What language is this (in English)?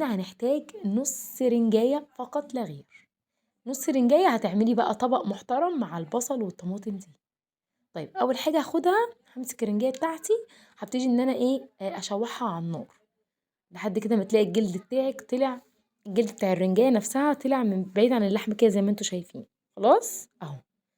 Egyptian Arabic